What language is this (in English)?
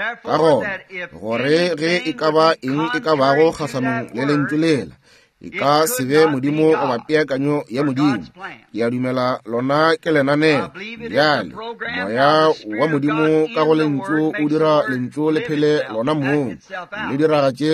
Northern Sotho